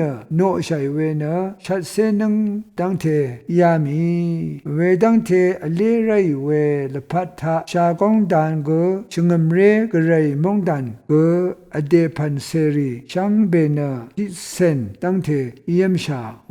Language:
Rawang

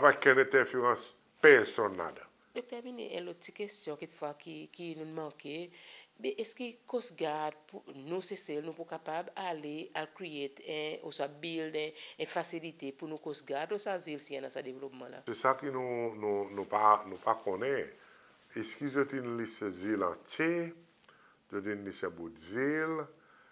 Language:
Seselwa Creole French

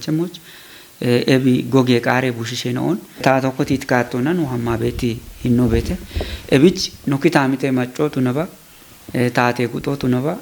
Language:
Kafa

